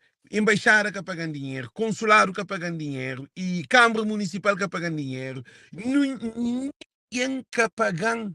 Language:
Kabuverdianu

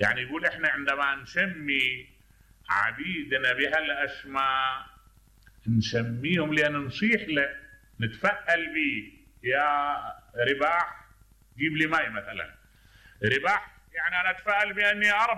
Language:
Mesopotamian Arabic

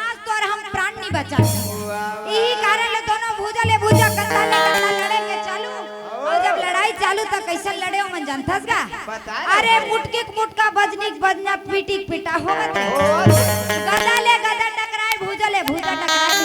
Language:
Chhattisgarhi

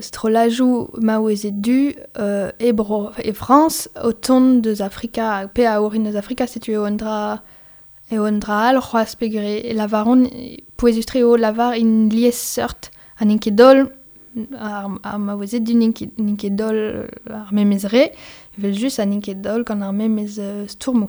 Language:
Breton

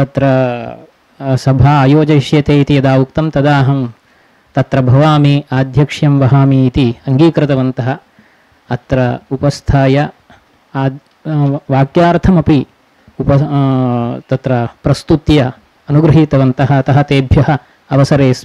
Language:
Sanskrit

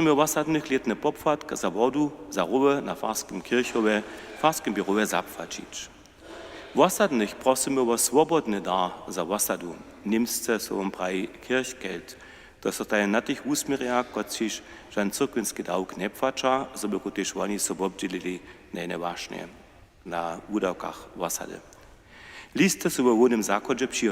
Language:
Upper Sorbian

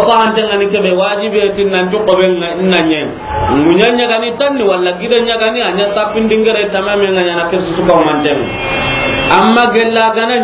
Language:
Soninke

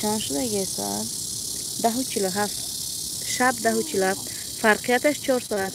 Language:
Tajik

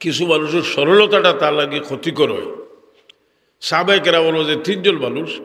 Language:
Sylheti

